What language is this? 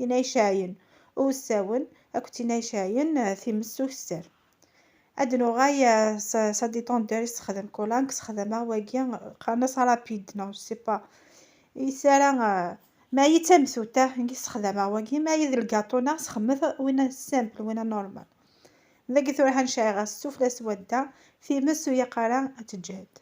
Kabyle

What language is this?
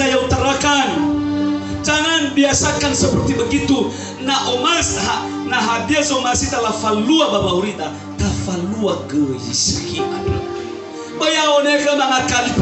Nias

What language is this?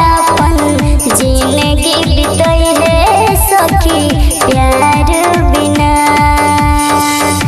Bhojpuri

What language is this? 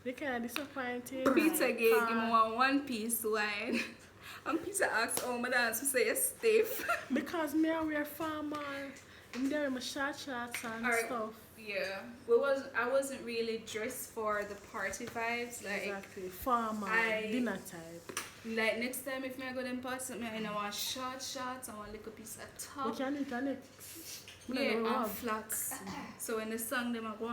Jamaican Creole English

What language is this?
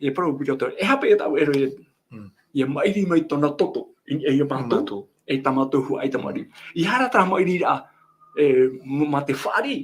Tahitian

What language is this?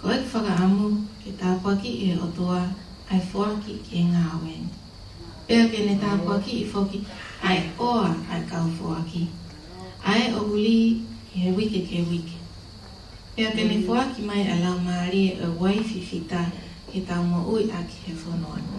Tongan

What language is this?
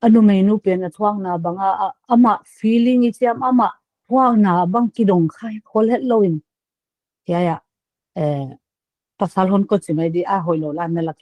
Paite Chin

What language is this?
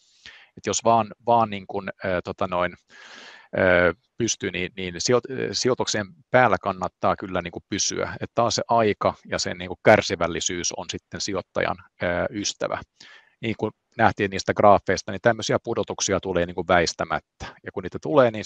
Finnish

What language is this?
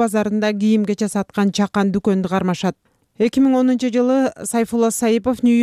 Kyrgyz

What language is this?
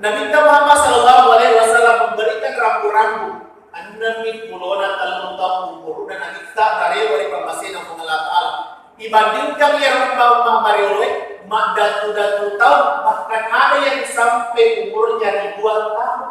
Buginese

